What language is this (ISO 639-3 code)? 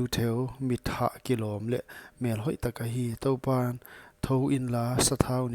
pck